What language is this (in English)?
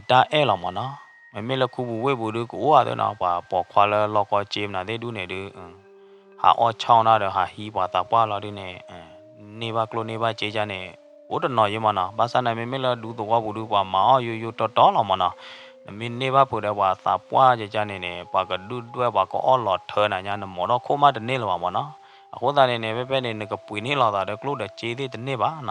S'gaw Karen